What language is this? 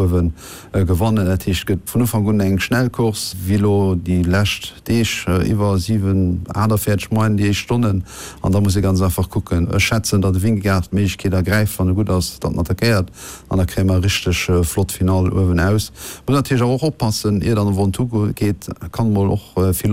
Luxembourgish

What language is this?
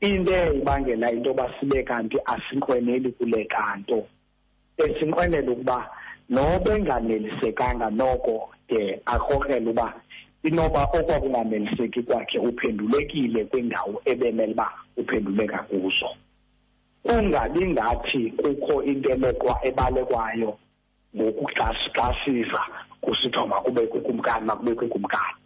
Xhosa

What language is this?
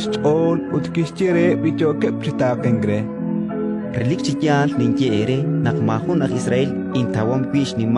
Kekchí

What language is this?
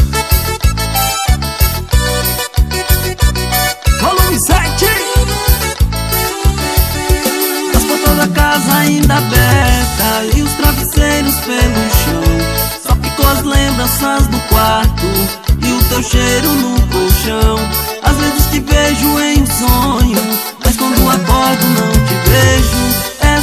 Portuguese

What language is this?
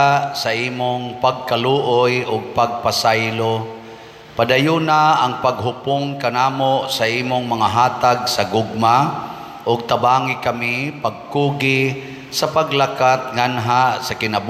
Cebuano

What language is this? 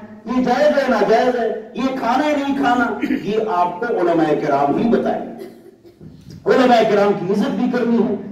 Urdu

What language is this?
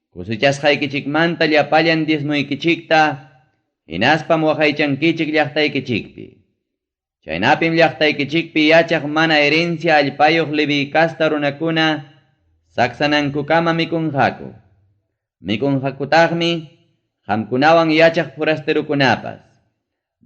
Ayacucho Quechua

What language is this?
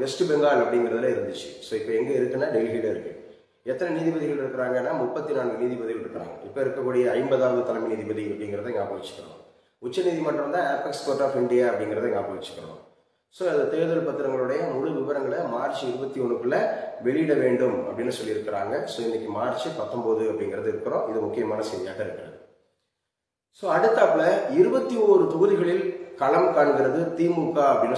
Tamil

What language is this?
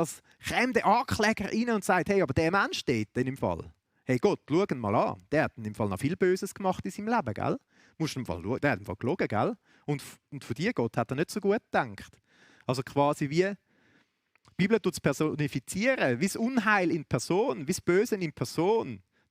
Swiss German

